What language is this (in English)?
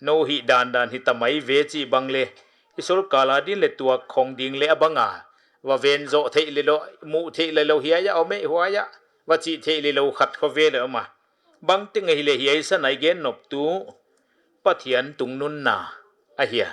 Paite Chin